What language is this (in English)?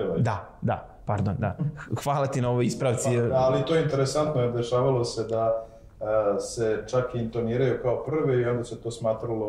Serbian